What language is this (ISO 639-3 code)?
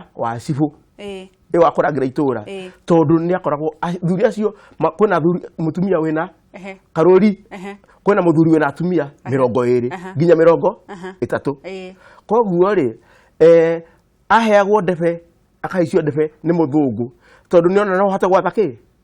kik